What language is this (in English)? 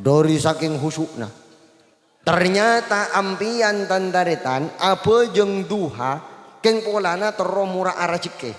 Madurese